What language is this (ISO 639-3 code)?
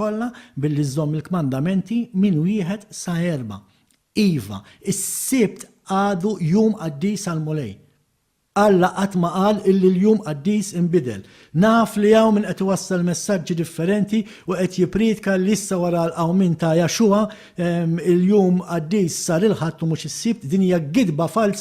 mlt